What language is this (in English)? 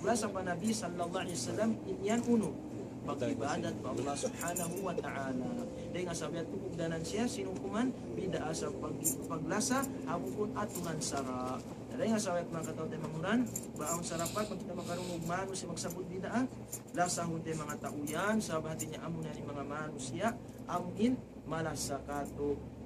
Tausug